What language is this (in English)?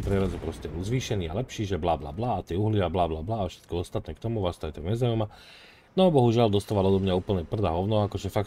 Slovak